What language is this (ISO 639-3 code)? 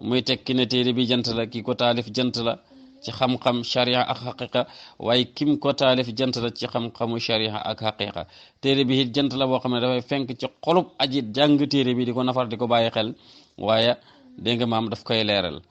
wol